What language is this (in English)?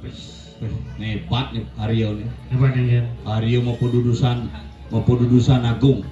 Balinese